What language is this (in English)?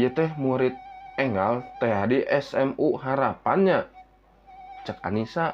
Sundanese